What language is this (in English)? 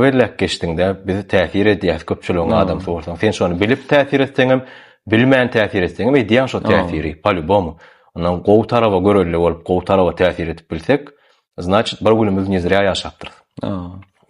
Turkmen